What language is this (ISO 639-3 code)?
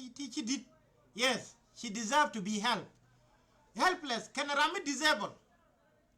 nus